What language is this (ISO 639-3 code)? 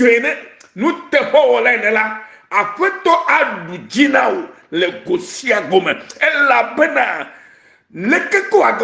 ewe